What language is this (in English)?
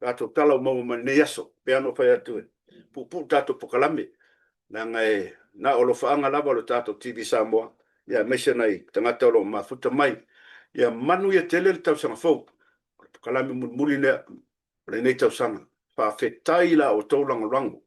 Samoan